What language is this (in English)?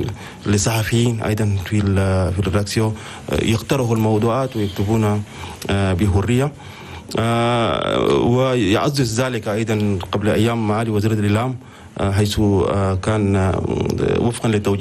Chadian Arabic